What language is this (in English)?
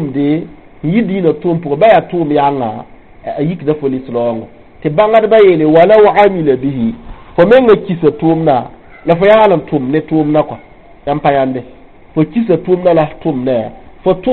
Mossi